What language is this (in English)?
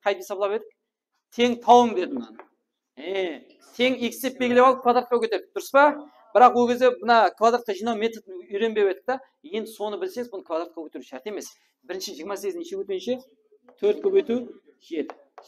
Kara-Kalpak